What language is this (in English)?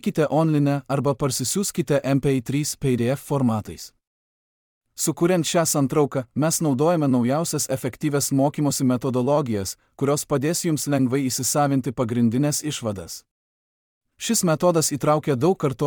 Lithuanian